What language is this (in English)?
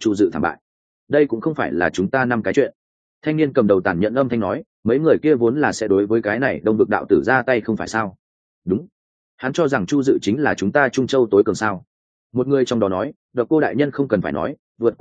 Vietnamese